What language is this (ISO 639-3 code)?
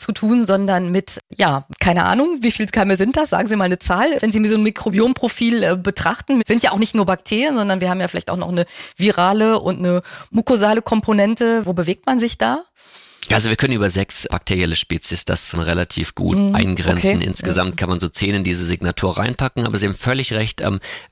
deu